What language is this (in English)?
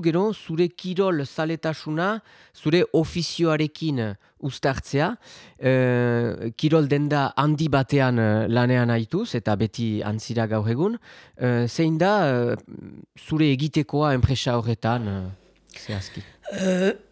Basque